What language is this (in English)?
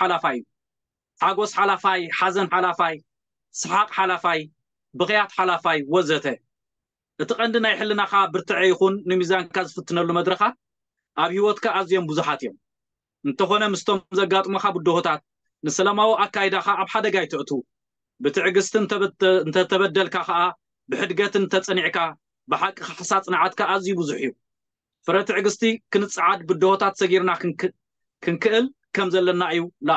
Tigrinya